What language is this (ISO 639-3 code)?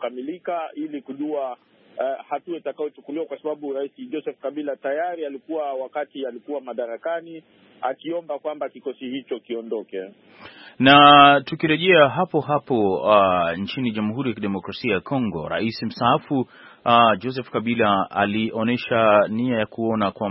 swa